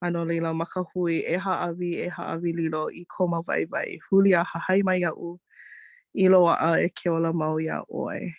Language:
Hawaiian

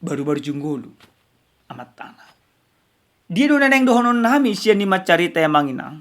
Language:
Batak Toba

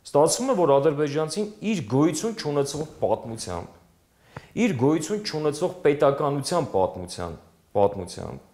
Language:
Armenian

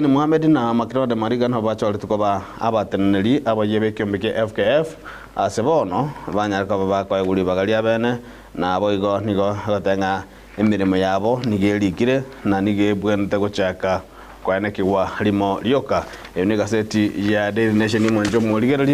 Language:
Gusii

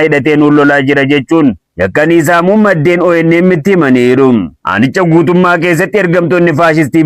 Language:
Oromo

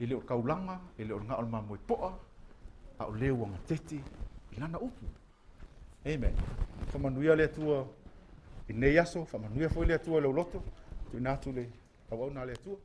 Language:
Samoan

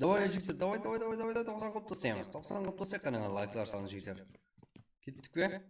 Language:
Kara-Kalpak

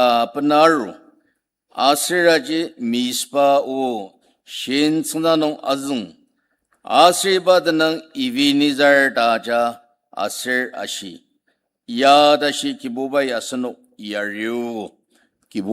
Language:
Ao Naga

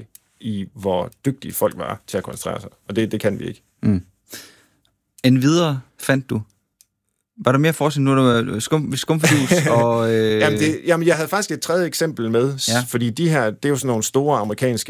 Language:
Danish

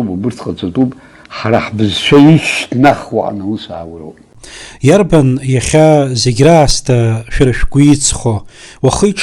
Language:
Abkhazian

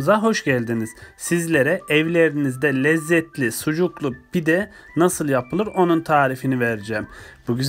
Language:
Turkish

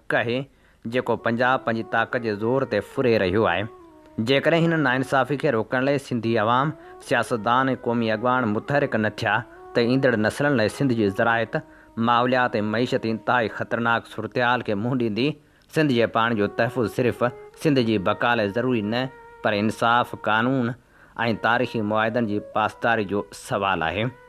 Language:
Sindhi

